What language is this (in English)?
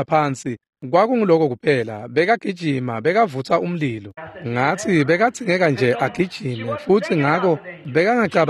Swati